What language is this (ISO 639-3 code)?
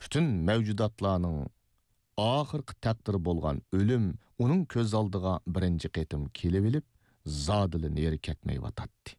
uig